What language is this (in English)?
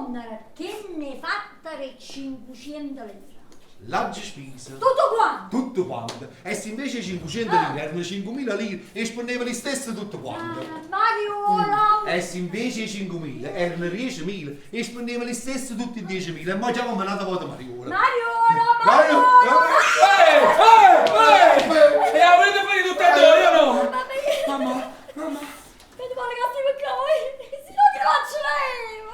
Neapolitan